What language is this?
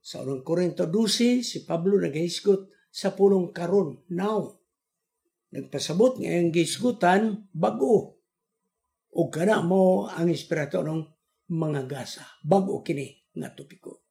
Cebuano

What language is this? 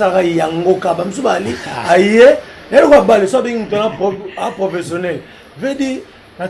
Lingala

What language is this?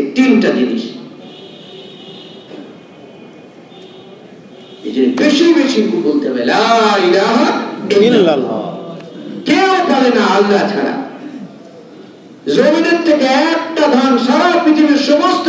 Bangla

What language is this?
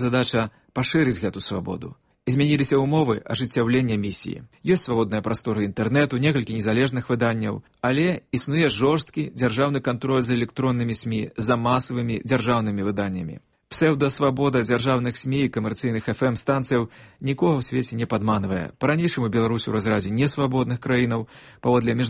Belarusian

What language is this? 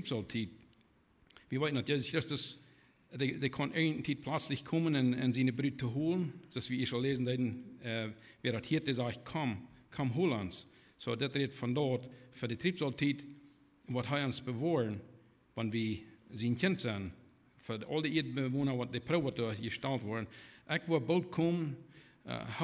Plautdietsch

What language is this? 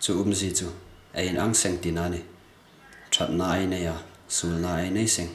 Hmar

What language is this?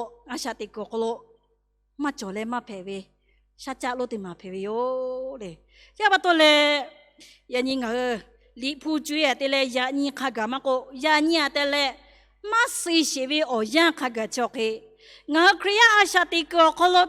Lahu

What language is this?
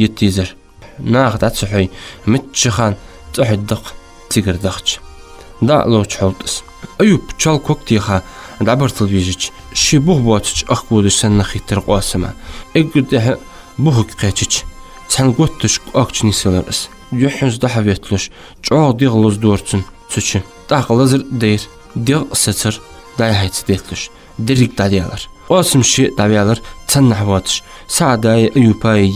Ingush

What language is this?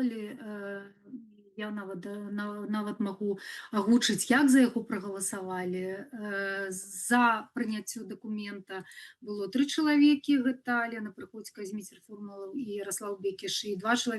Belarusian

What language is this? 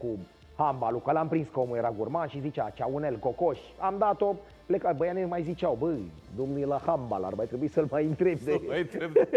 Romanian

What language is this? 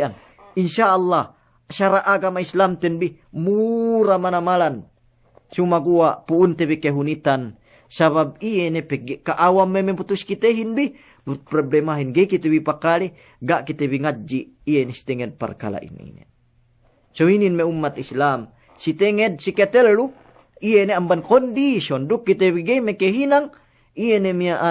Yakan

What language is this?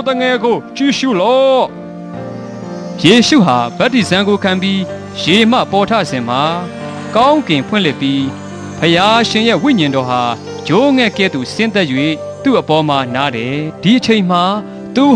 Burmese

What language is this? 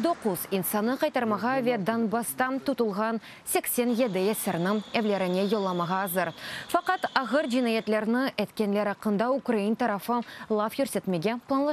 Crimean Tatar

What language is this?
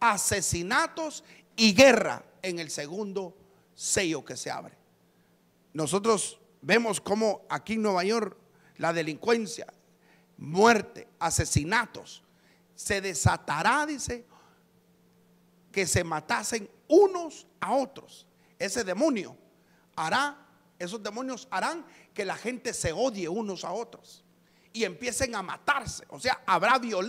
Spanish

